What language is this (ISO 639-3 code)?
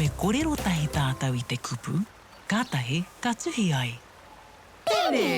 mri